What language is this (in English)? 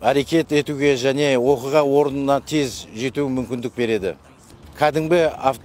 Kazakh